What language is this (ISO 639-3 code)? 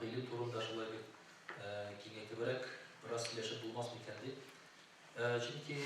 tat